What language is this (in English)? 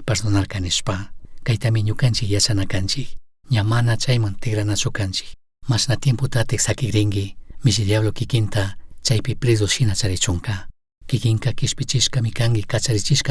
Chimborazo Highland Quichua